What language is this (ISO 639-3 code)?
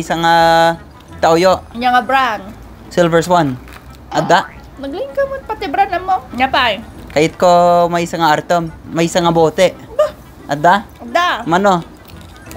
ilo